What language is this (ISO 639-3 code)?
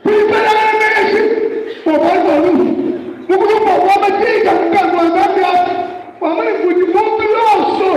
lua